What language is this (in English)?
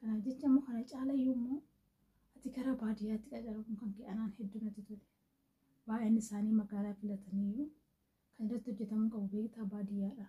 Oromo